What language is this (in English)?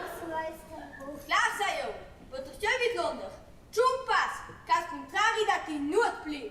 Romansh